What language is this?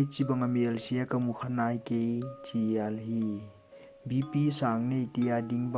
Paite Chin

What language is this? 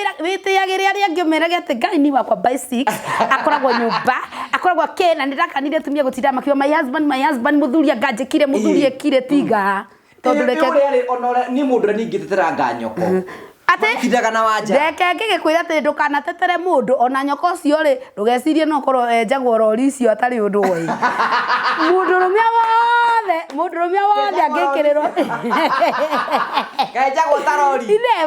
Kikuyu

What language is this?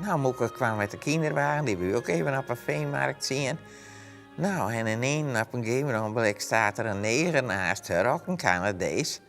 Western Frisian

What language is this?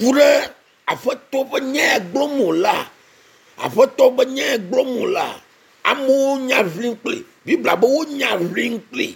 Ewe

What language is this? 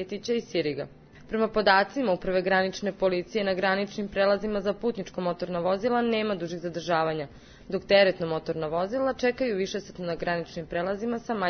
Serbian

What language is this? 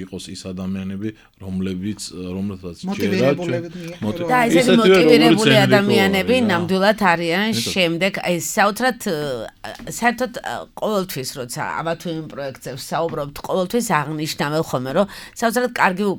Georgian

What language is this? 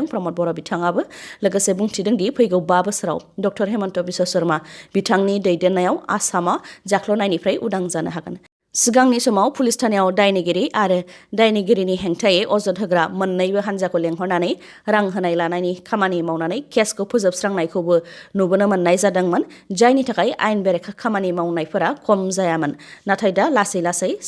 Bodo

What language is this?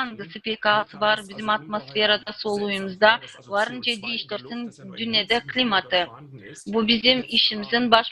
Gagauz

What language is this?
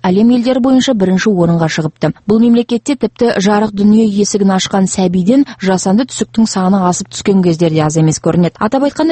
Kazakh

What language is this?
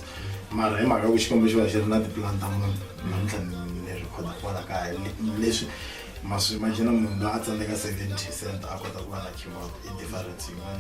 Tsonga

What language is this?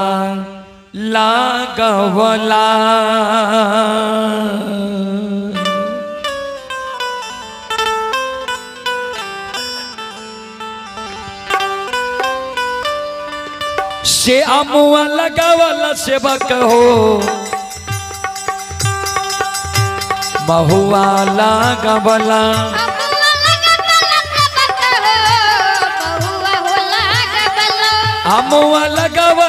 Bhojpuri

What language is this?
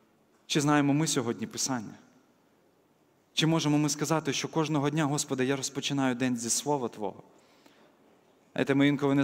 Ukrainian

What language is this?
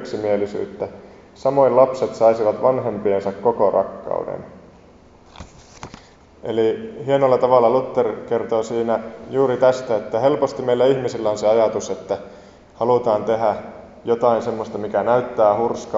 Finnish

